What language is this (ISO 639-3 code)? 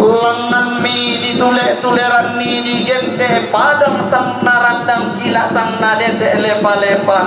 sda